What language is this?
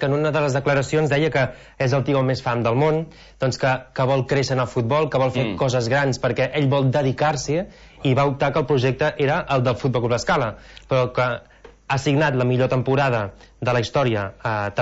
Catalan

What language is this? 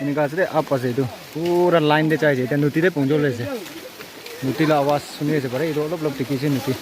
Naga Pidgin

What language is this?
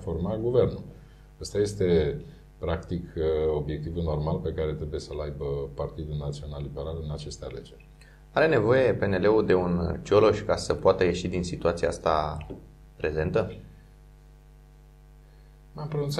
Romanian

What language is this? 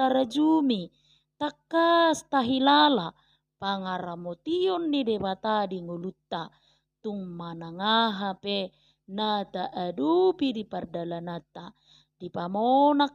Batak Toba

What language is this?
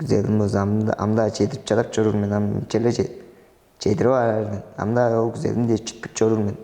Tuvinian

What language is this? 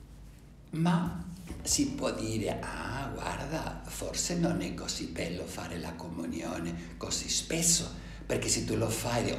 Italian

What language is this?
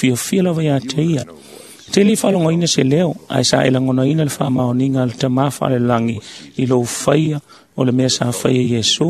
Samoan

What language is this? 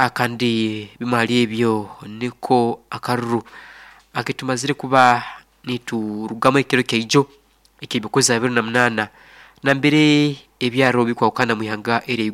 Nyoro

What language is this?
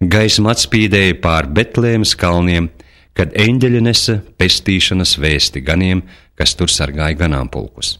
Latvian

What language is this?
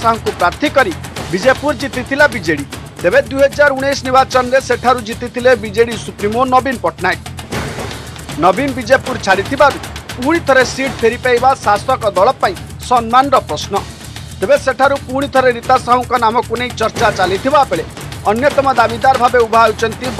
Odia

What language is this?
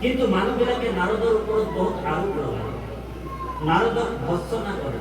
Assamese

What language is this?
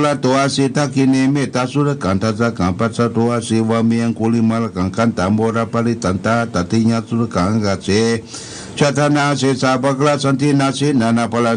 Pali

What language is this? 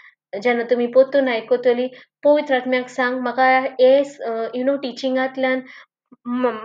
Konkani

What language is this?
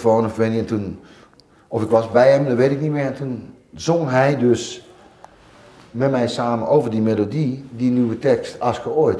Dutch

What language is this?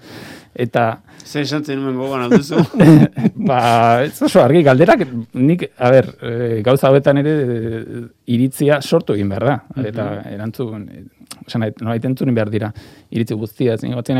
Basque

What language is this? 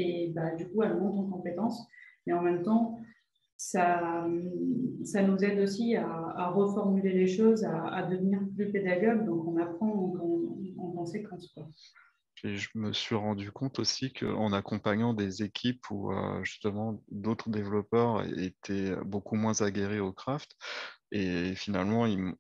French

